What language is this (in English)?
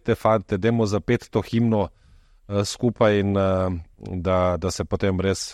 Slovenian